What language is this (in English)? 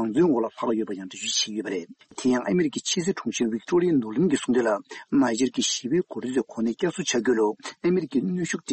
Tibetan